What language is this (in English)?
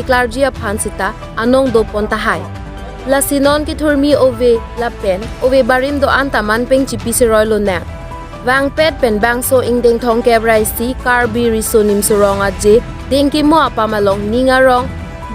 Karbi